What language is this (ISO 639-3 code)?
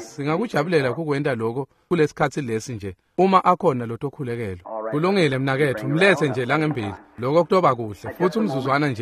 ssw